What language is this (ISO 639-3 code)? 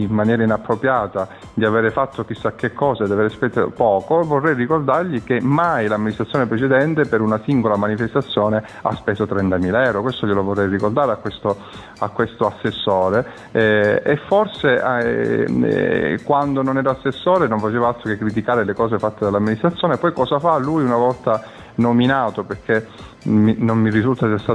ita